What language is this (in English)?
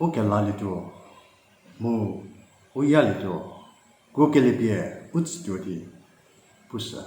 Angami Naga